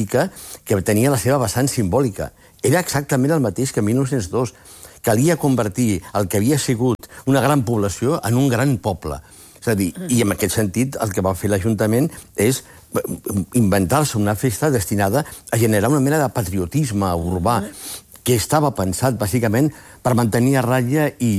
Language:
Catalan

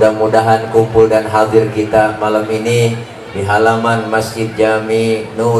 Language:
Betawi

